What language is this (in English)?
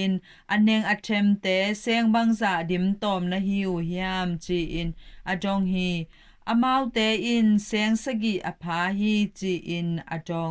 Tedim Chin